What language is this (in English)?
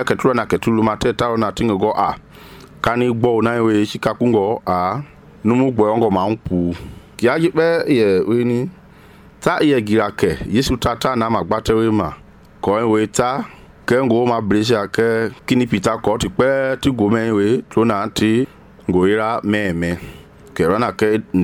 Mende